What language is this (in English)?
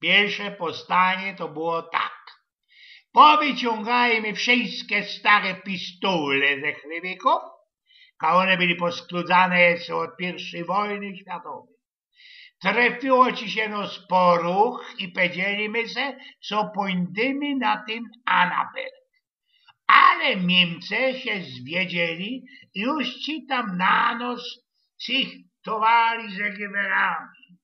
Silesian